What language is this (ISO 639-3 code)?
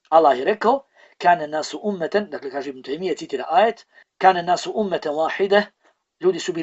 bos